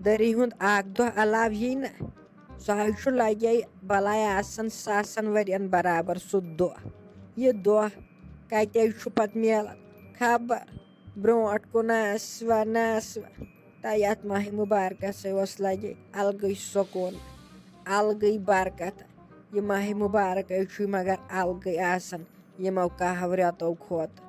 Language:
Kashmiri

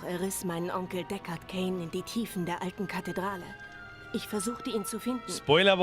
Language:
Bavarian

